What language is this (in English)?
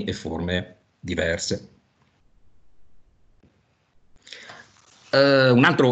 Italian